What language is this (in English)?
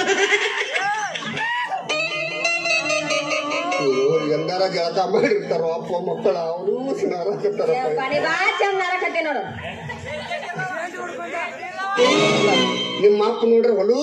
Kannada